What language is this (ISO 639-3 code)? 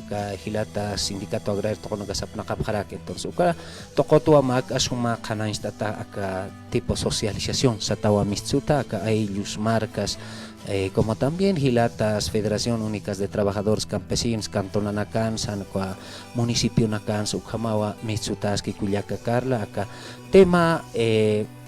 aym